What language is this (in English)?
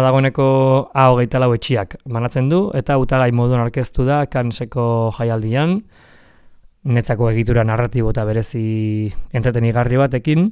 Basque